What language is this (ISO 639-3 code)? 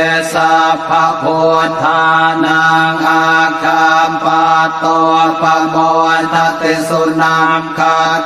pli